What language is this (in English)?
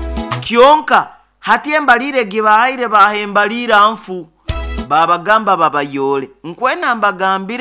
Nyoro